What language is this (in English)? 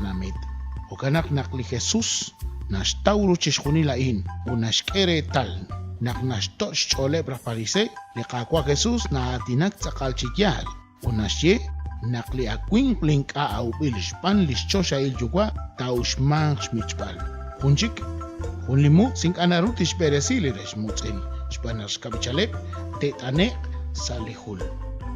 Kekchí